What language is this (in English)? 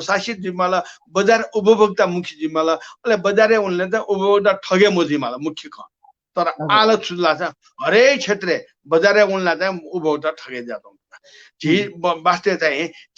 Newari